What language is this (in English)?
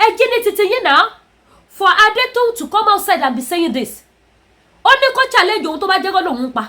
Yoruba